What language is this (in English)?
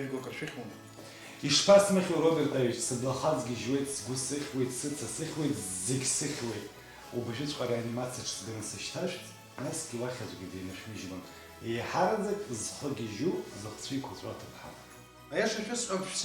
Abkhazian